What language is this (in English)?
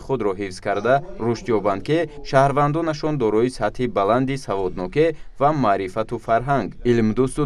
Tajik